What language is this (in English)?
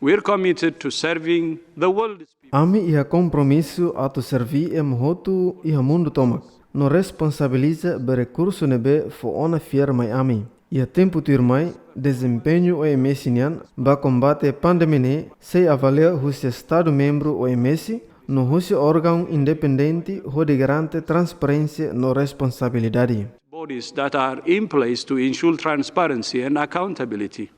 Tetum